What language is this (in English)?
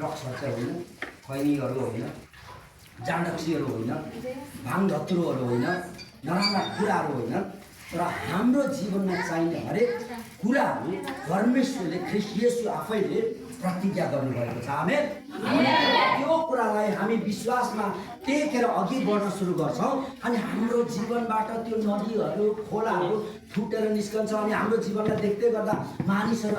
Nepali